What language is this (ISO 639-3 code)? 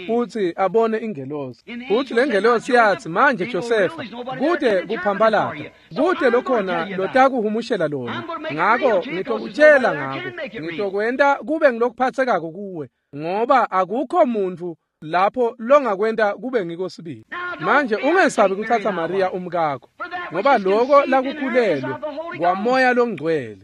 ssw